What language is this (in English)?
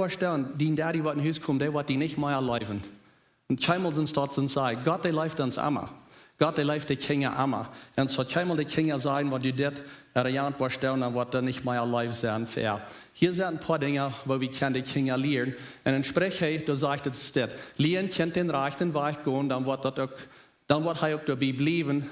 Plautdietsch